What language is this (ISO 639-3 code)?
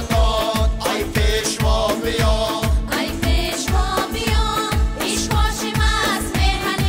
tgk